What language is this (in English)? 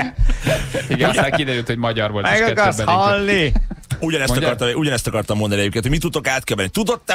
Hungarian